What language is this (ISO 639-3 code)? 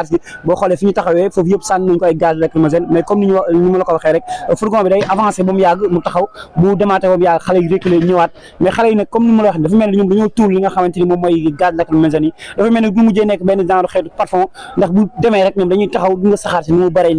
wol